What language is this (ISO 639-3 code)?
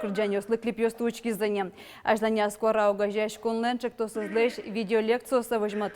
udm